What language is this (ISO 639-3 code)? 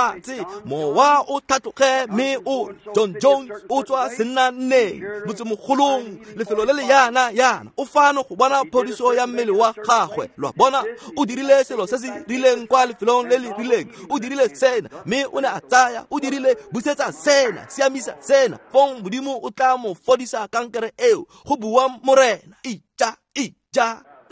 tsn